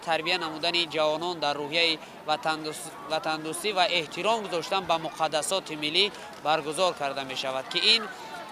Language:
Tajik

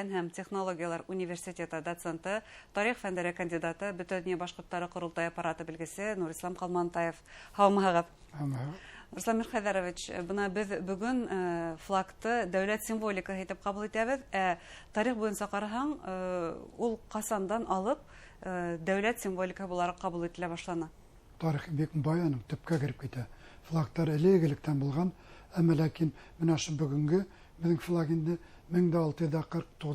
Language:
Bashkir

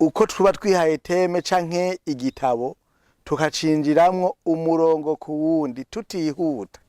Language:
Rundi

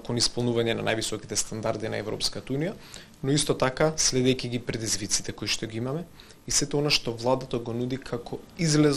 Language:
Macedonian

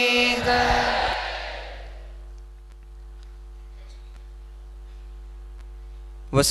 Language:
Gujarati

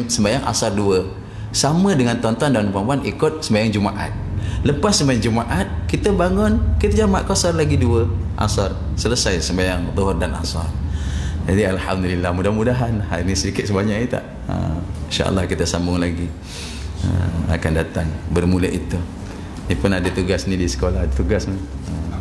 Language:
Malay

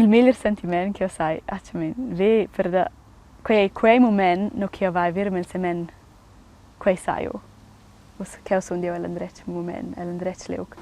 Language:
Romansh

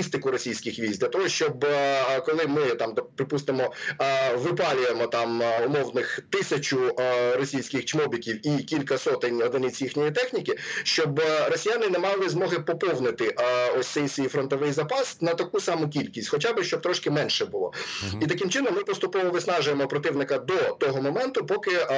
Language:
Ukrainian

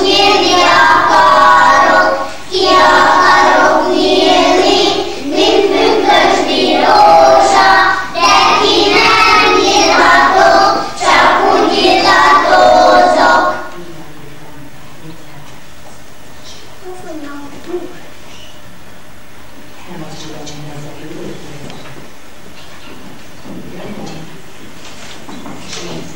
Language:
Hungarian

